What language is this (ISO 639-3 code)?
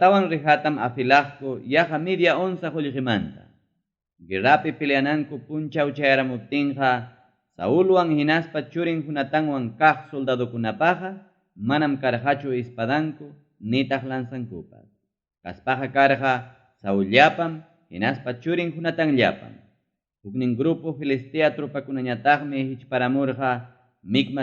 quy